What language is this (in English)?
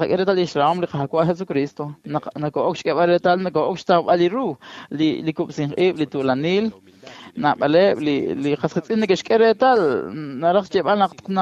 Kekchí